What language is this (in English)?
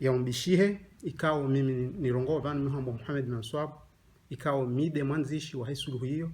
Ngazidja Comorian